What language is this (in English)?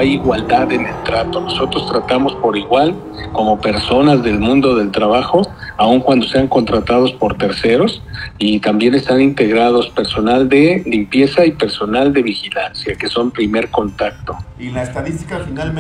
Spanish